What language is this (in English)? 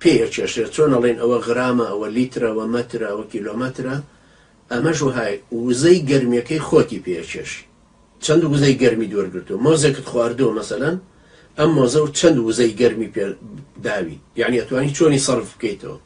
Central Kurdish